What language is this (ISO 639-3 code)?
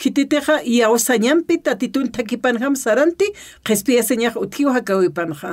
aym